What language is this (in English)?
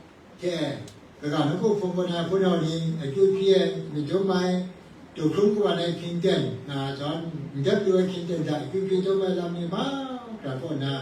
Kachin